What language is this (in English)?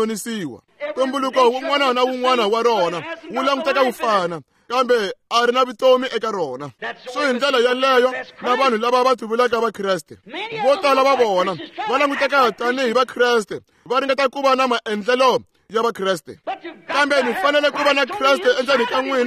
Tsonga